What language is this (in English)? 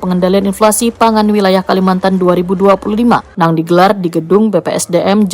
Banjar